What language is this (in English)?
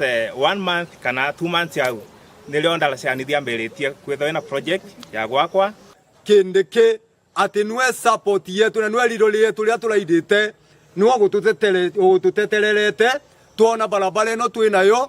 Meru